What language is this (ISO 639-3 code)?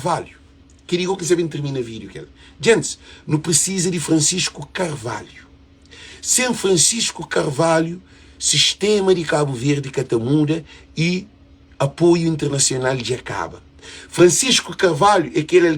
kea